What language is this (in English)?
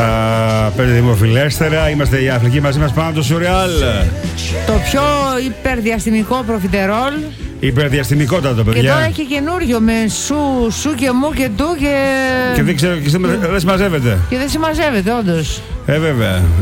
Greek